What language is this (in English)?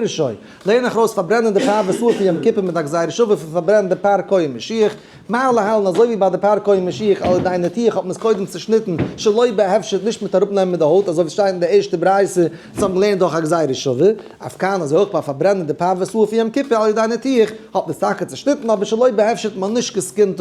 Yiddish